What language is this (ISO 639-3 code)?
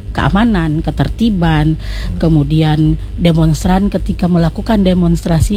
ind